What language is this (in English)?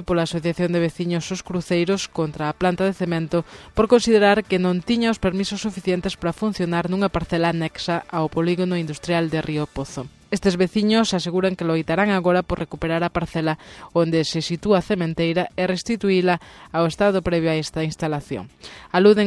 Galician